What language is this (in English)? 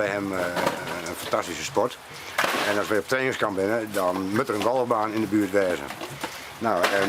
Western Frisian